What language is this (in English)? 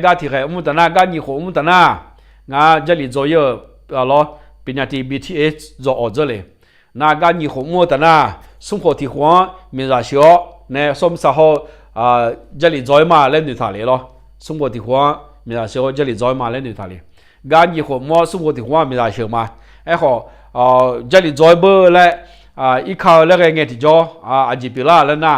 Akha